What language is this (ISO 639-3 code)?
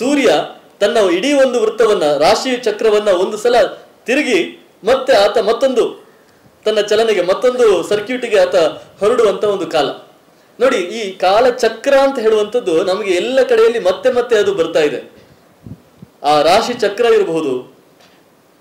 kan